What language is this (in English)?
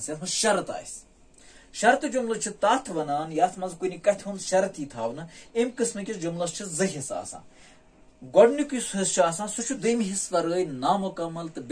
Kashmiri